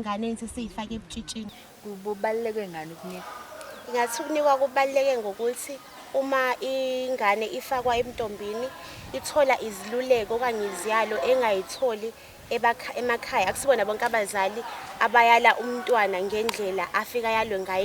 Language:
Zulu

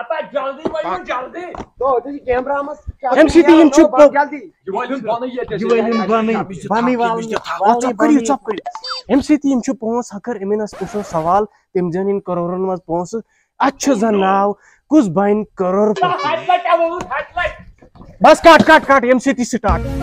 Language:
Kashmiri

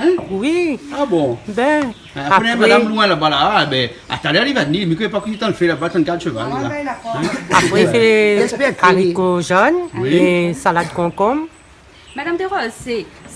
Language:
Réunion Creole French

